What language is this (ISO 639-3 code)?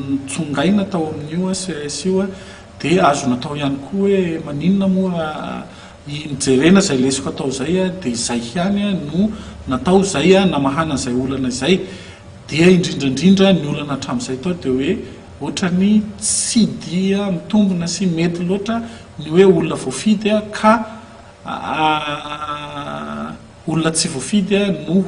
mlg